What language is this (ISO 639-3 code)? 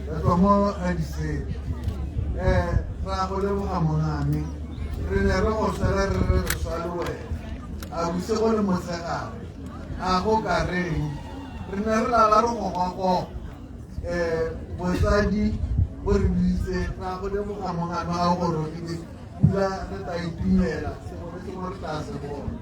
tsn